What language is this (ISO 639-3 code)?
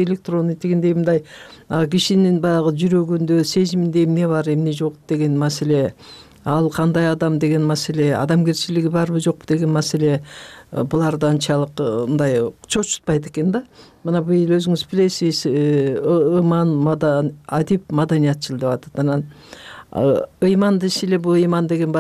kir